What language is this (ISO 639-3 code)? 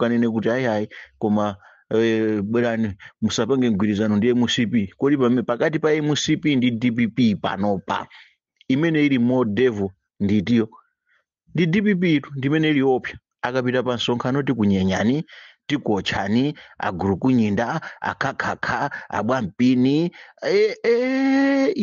nya